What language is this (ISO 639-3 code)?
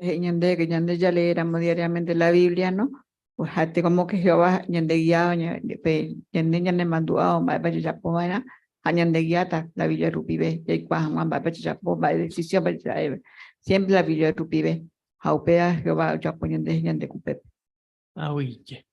grn